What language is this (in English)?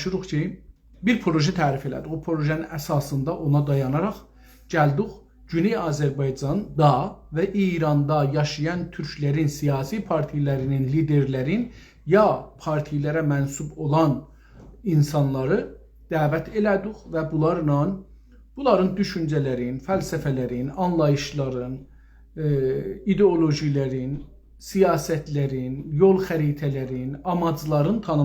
South Azerbaijani